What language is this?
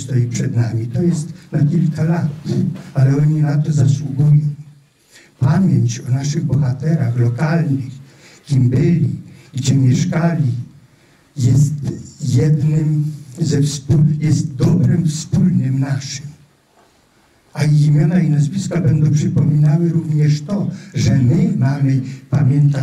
Polish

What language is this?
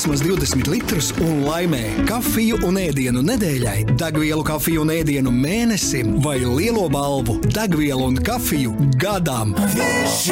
Latvian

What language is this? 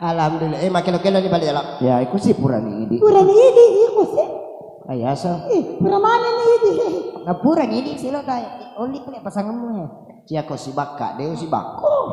Buginese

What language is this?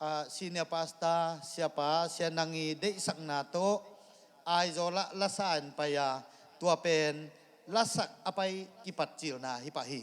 Tedim Chin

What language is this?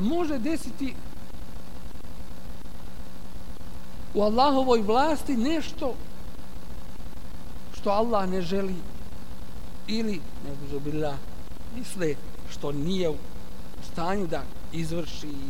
Bosnian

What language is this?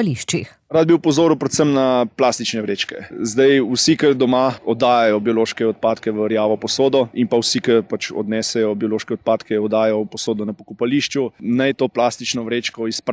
Slovenian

